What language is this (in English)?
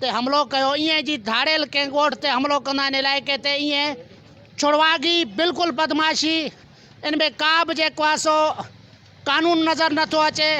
Sindhi